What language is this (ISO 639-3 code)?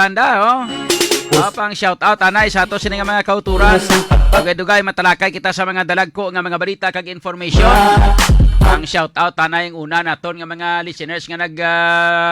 hil